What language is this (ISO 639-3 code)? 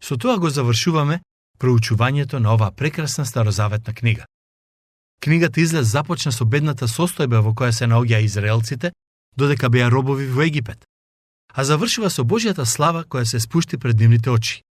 mkd